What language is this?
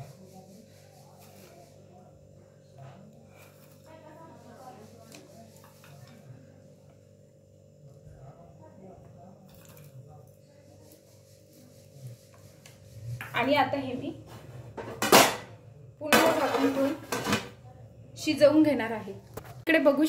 Marathi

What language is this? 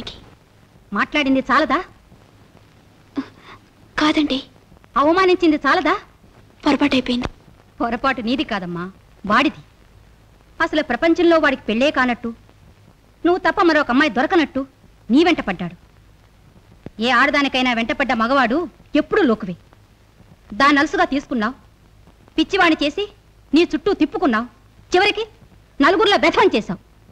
Telugu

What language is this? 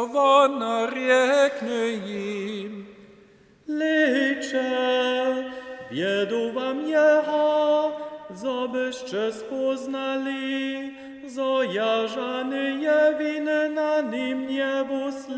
Upper Sorbian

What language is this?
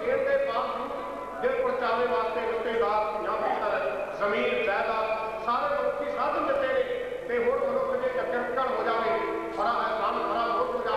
Punjabi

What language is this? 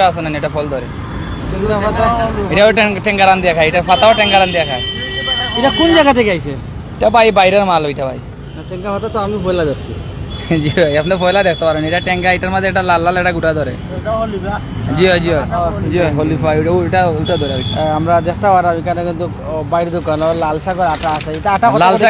Sylheti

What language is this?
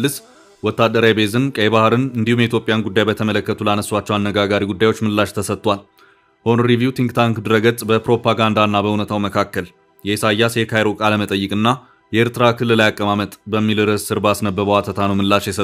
Amharic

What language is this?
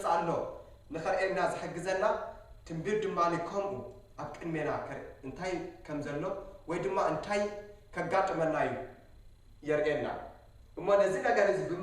Tigrinya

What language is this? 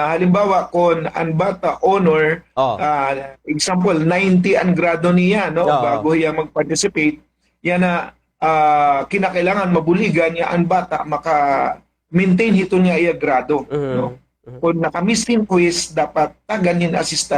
Waray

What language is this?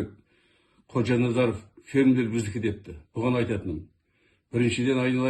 Kazakh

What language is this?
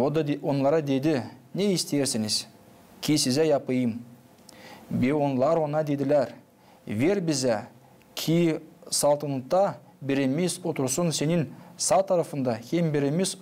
Gagauz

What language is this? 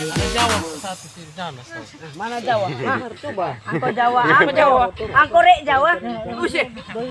Manado Malay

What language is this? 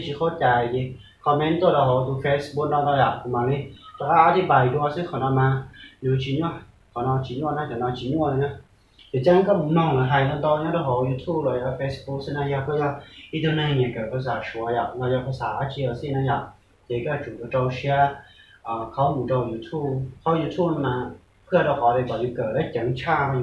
Hmong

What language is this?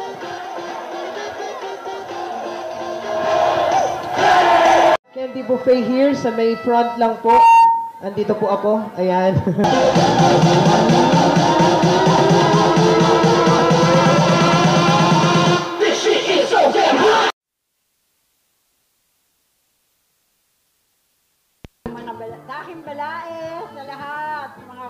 Filipino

